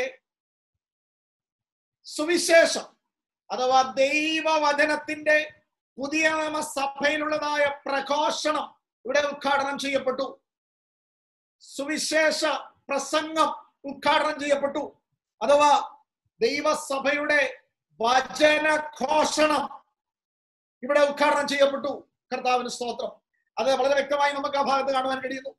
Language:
Malayalam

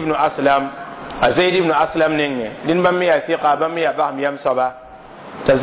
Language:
Mossi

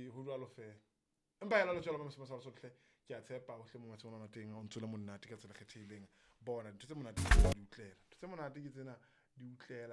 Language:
Southern Sotho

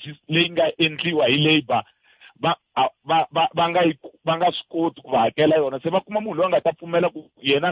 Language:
Tsonga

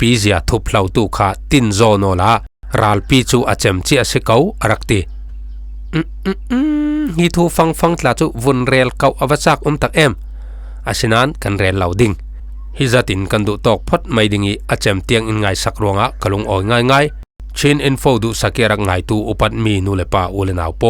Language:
Falam Chin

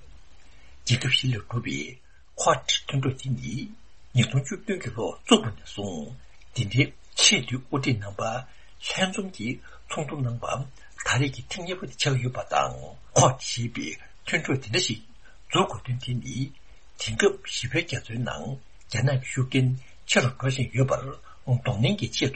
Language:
Tibetan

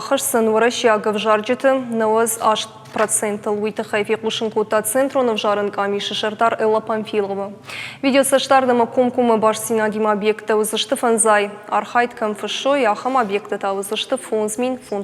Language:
Ossetic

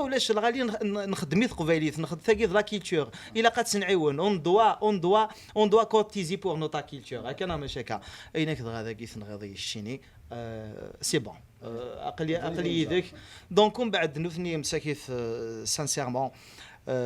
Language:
Kabyle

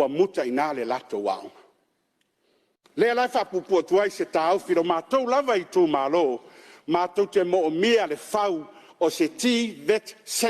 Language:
Samoan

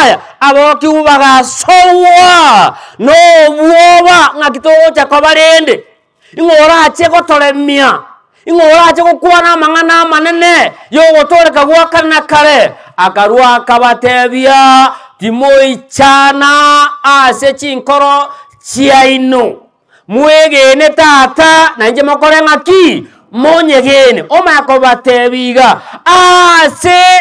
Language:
Gusii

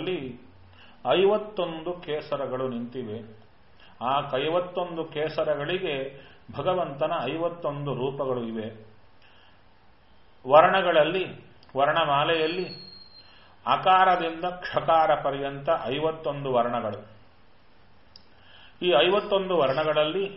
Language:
Kannada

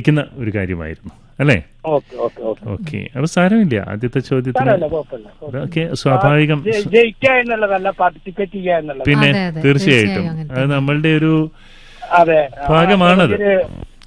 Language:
Malayalam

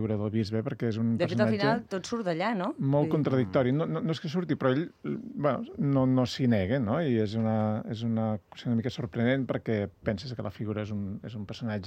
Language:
Catalan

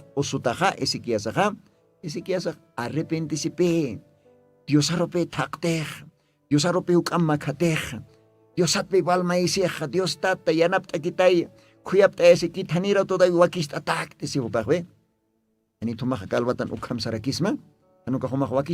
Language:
Aymara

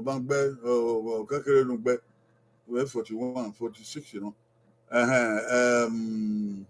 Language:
Bini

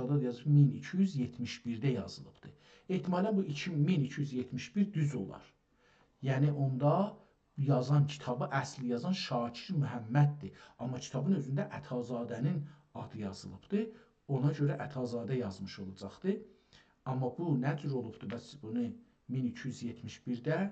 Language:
South Azerbaijani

